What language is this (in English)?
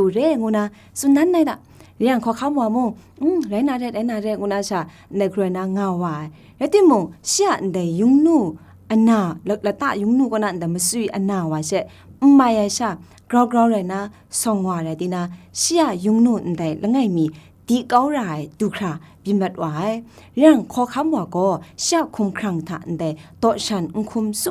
Kachin